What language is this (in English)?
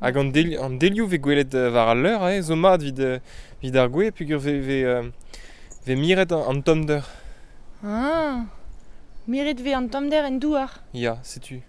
Breton